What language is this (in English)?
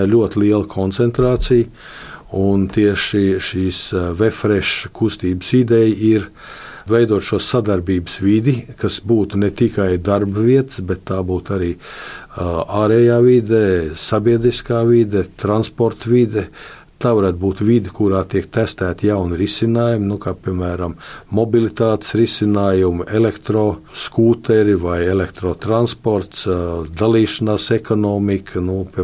Latvian